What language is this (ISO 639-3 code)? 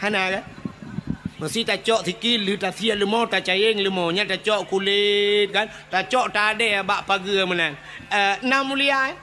ace